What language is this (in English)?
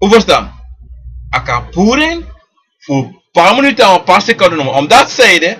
Sranan Tongo